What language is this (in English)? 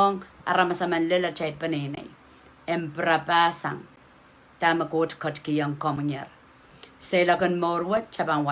Pohnpeian